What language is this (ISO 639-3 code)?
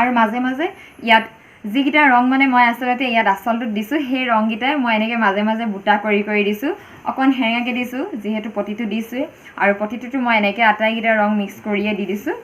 asm